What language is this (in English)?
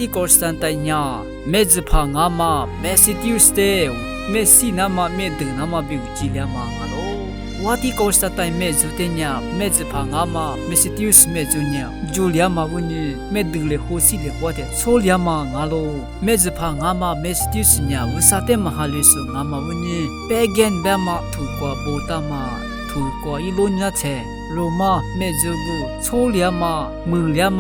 Lisu